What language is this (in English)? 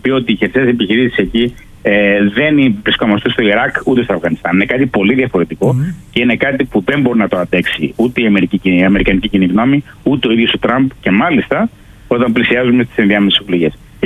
Greek